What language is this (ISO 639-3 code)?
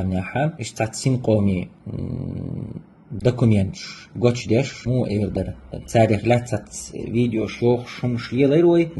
che